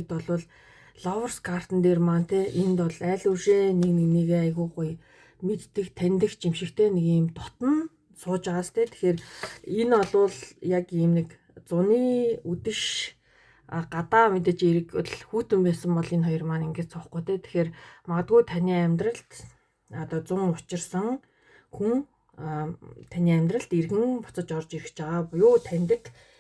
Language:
Mongolian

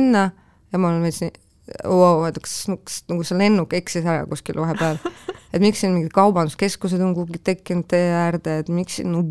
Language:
Estonian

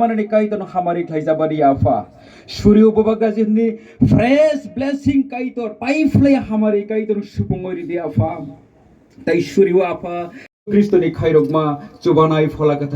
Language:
Kok Borok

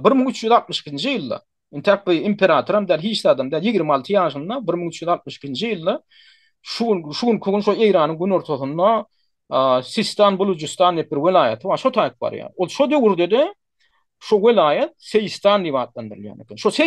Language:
Turkmen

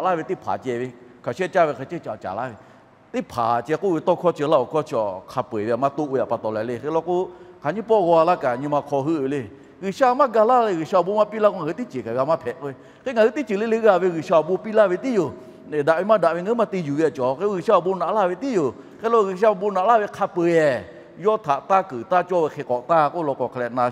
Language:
Lahu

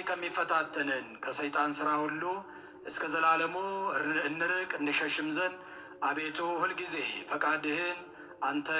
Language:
Amharic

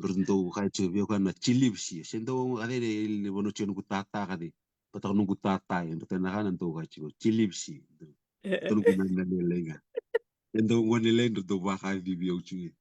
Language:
Fijian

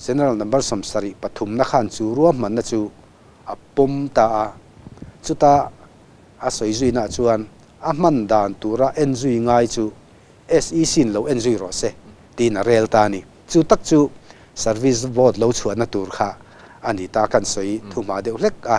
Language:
Mizo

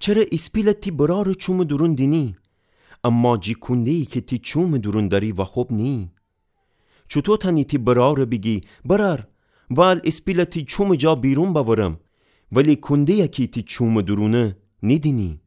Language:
Gilaki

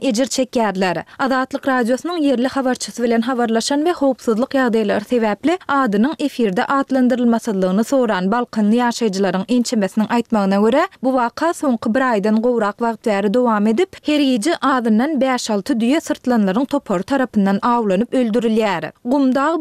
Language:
Turkmen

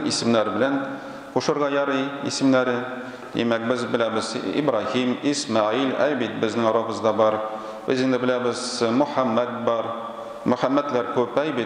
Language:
Tatar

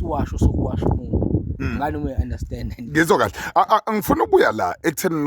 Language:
Zulu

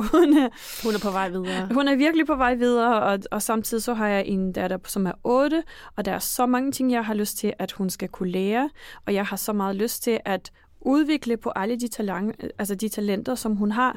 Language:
Danish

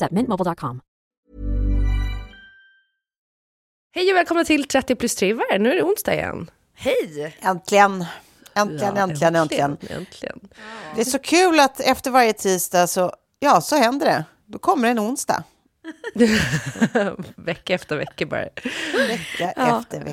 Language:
Swedish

